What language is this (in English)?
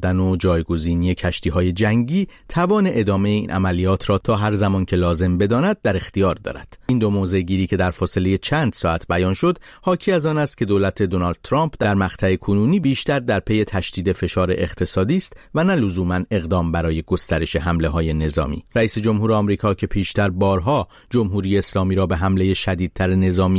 Persian